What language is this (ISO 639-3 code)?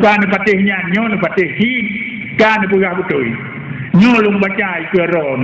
ace